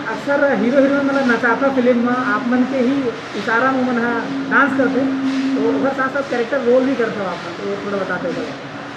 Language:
Chhattisgarhi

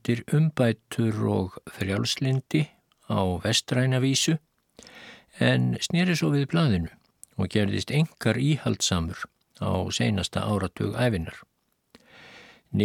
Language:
Icelandic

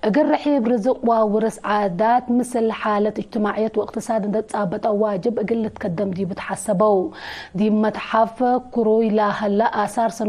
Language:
Tigre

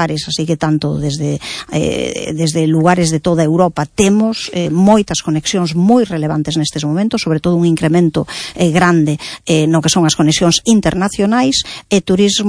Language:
Galician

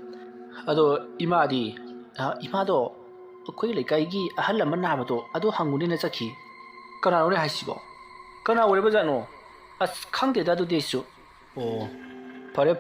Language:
Manipuri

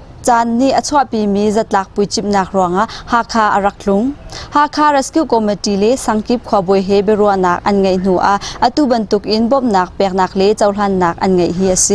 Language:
Hakha Chin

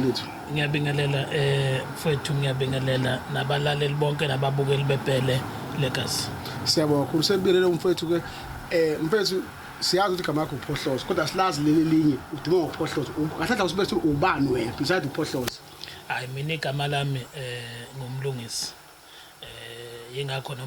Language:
Zulu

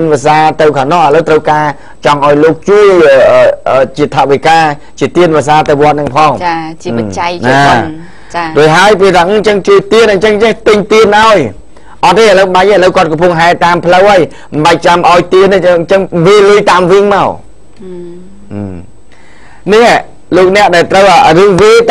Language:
Khmer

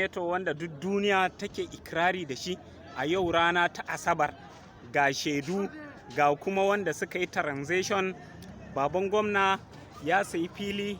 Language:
Hausa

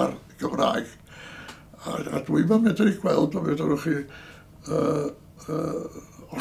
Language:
Welsh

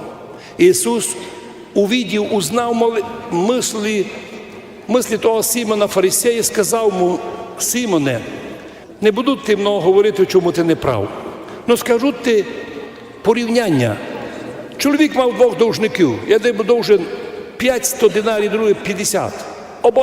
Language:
Rusyn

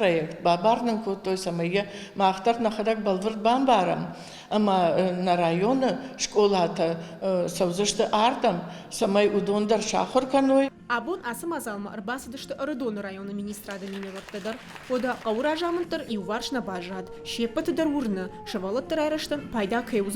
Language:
Ossetic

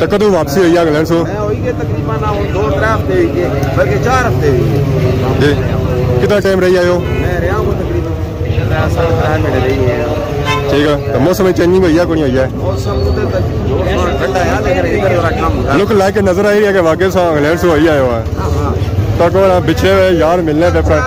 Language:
Pahari-Potwari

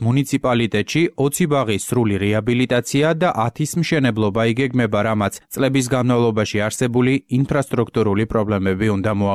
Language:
Georgian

